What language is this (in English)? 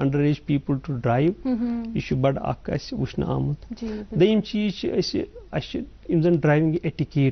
Kashmiri